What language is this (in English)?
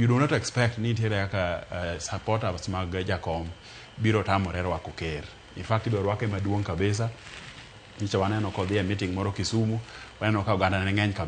Luo (Kenya and Tanzania)